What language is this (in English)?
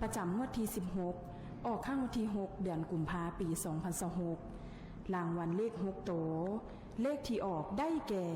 Lao